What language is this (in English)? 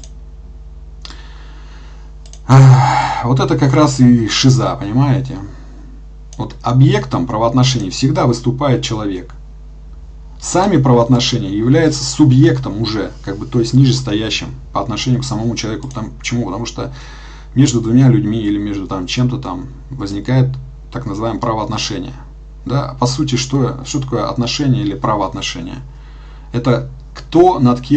Russian